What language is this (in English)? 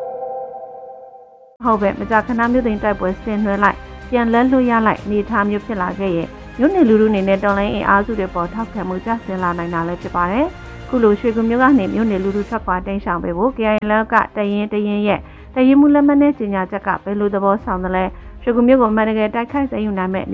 Burmese